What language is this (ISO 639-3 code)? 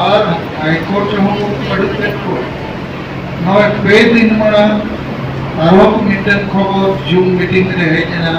sat